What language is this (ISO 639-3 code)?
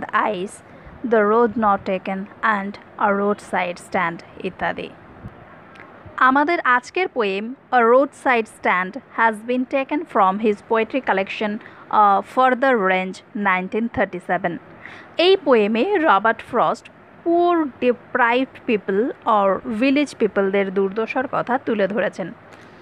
ben